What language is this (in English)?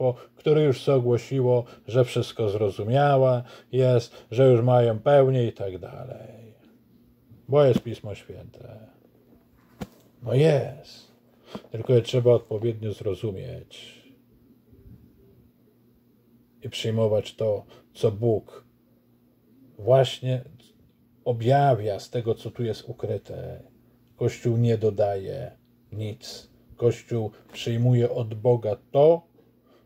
Polish